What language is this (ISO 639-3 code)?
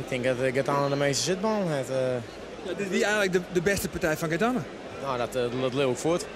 fry